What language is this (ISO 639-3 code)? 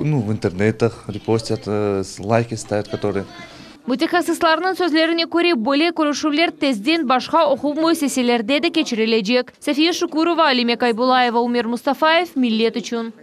crh